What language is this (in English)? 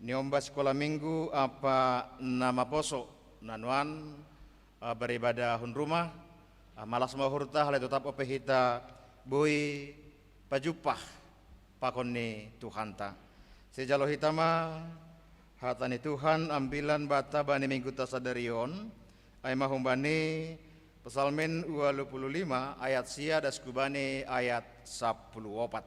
Batak Simalungun